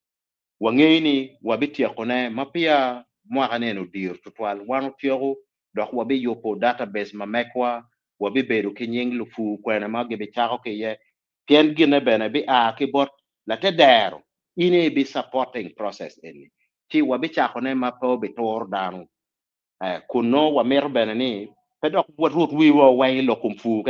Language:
Acoli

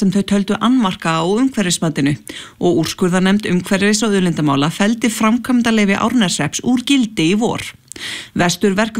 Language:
Icelandic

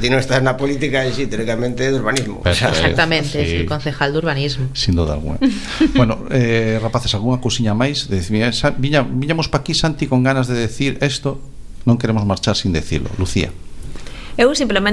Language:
Galician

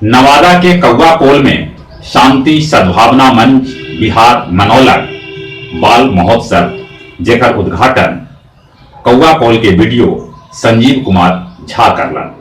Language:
Magahi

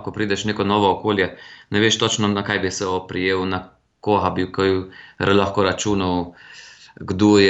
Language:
Slovenian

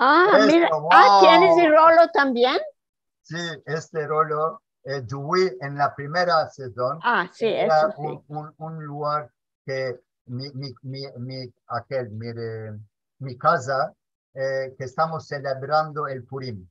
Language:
Ladino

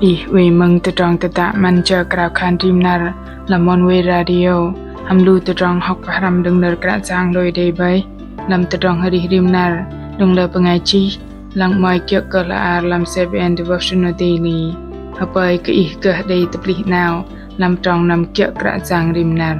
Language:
Bahnar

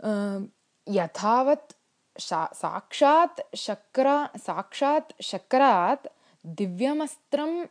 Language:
Sanskrit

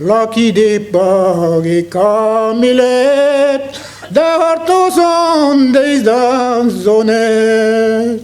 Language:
Breton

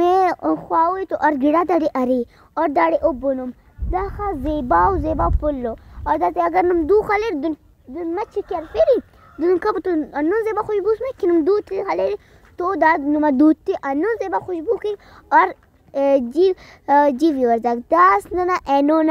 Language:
Brahui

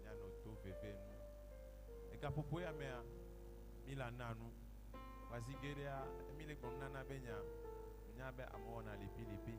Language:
Ewe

